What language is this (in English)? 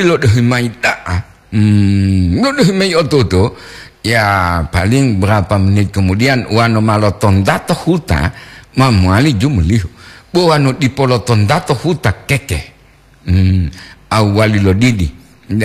Gorontalo